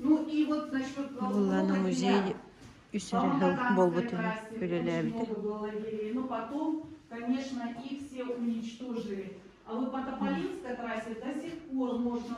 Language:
Yakut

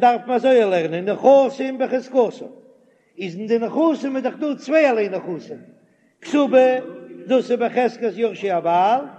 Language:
Yiddish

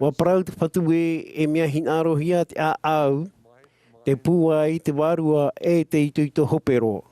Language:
Tahitian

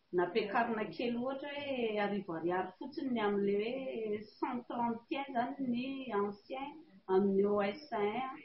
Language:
Malagasy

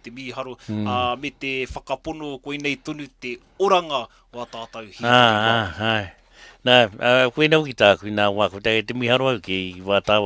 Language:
Māori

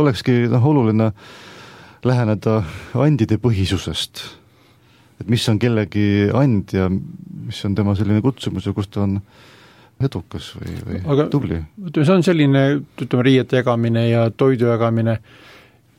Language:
Estonian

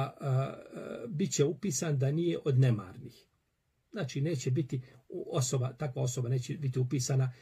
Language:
Bosnian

